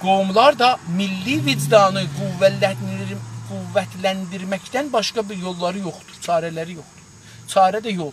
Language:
South Azerbaijani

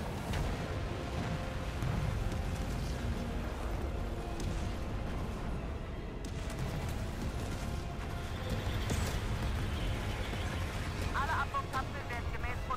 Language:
German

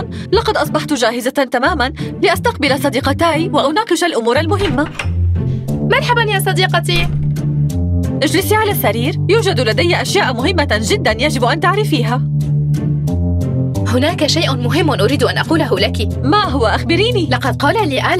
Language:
Arabic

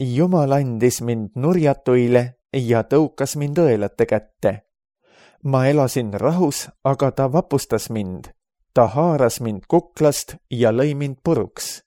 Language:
Estonian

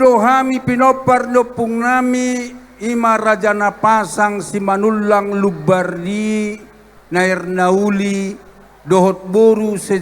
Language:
Batak Toba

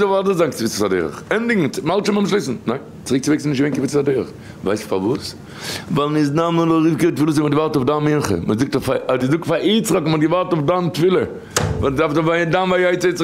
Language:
Yiddish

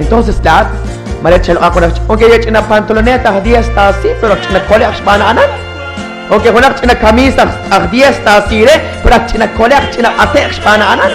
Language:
Kekchí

